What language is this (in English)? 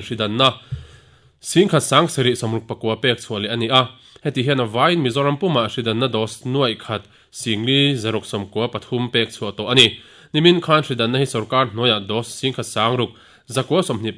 Mizo